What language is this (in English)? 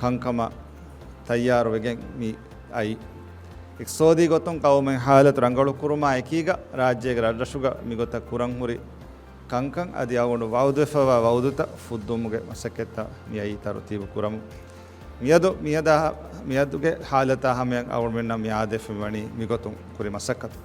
Divehi